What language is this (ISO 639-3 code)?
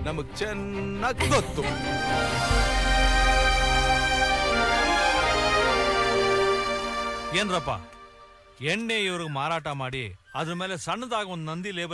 kan